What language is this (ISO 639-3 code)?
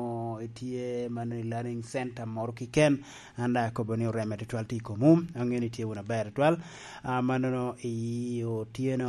laj